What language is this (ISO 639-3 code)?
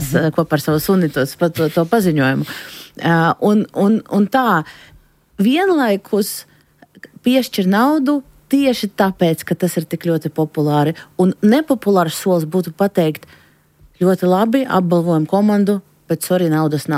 lav